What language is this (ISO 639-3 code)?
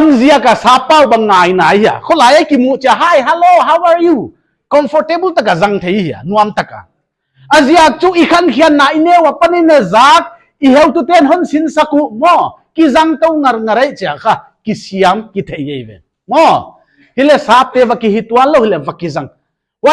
pck